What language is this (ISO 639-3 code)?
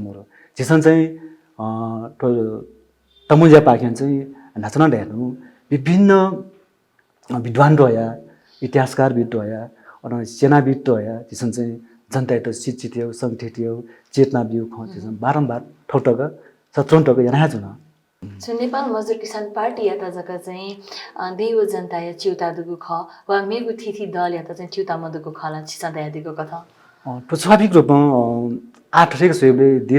new